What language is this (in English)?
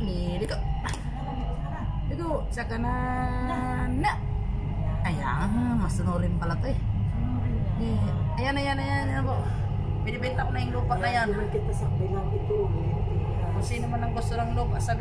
Filipino